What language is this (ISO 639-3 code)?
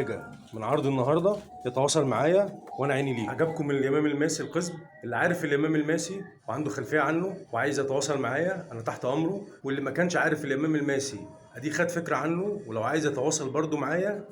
arz